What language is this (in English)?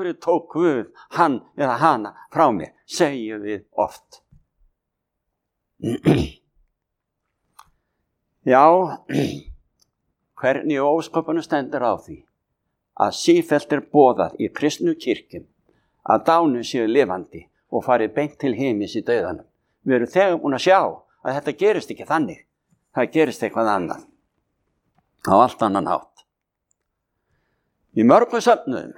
Icelandic